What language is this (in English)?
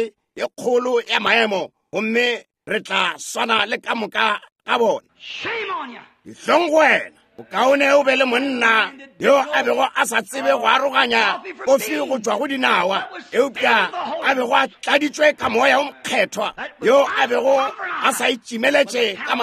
Northern Sotho